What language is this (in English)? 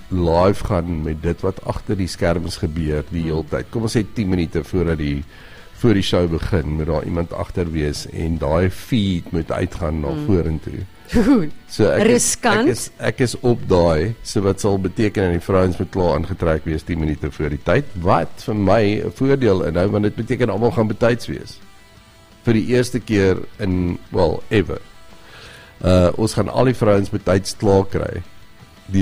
Afrikaans